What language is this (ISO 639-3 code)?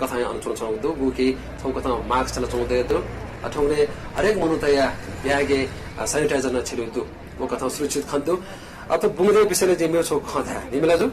new